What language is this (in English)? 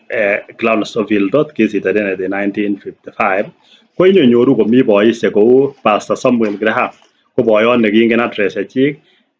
Kalenjin